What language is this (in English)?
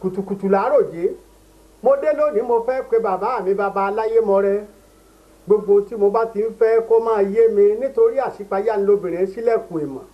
Yoruba